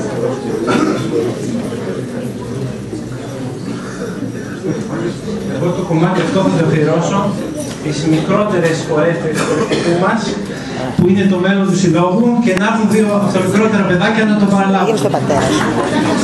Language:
Greek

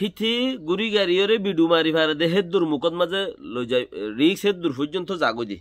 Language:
Rohingya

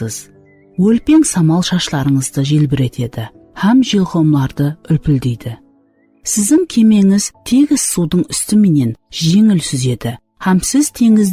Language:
Kara-Kalpak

